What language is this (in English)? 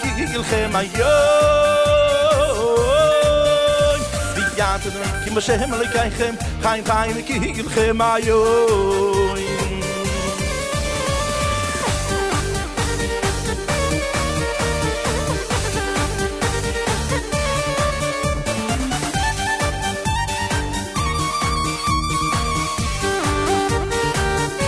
Hebrew